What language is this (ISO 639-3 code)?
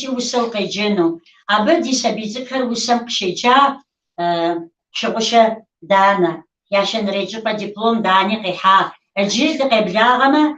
kbd